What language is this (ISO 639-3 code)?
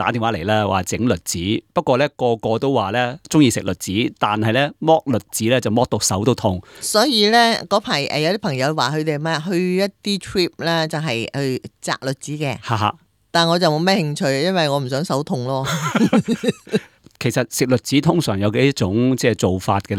yue